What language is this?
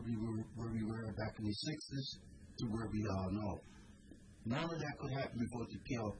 English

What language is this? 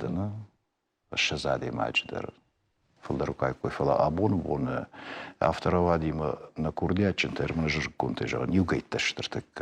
Ossetic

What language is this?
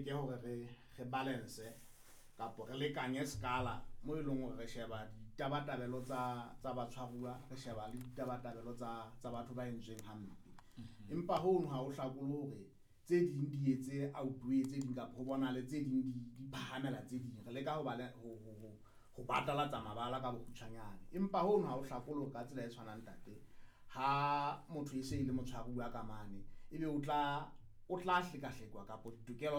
Southern Sotho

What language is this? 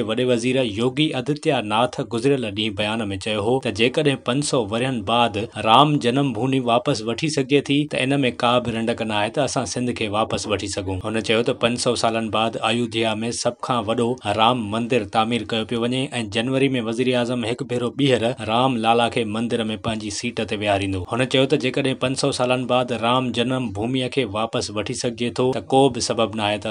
Sindhi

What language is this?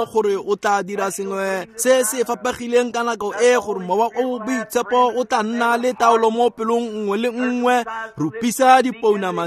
Tswana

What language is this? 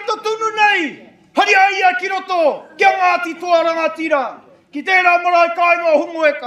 Māori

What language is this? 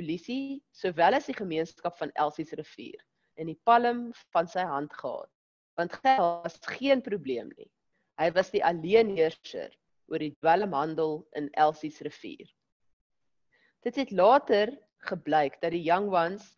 Afrikaans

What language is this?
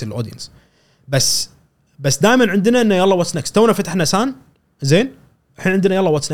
Gulf Arabic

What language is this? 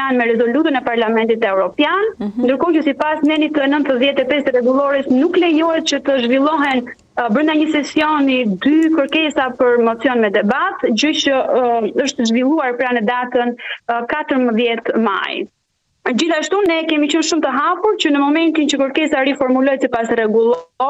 Albanian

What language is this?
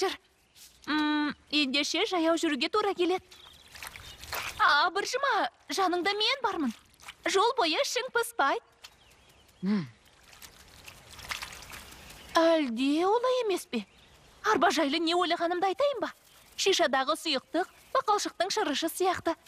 Kazakh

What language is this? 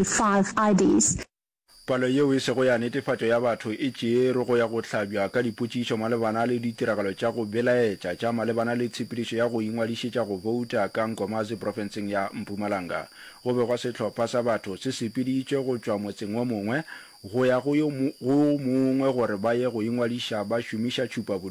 Northern Sotho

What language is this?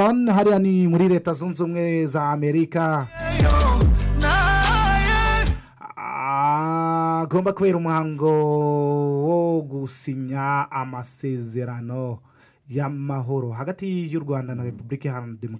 Kinyarwanda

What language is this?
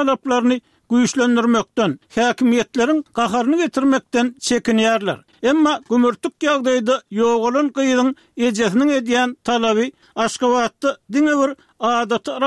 Turkmen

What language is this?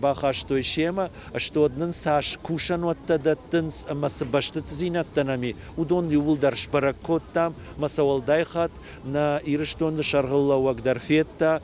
Ossetic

